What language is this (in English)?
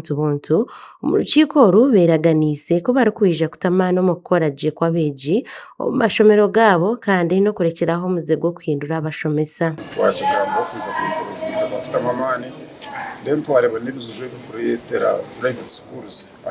Nyankole